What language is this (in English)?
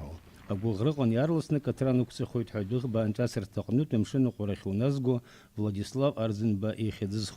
Abkhazian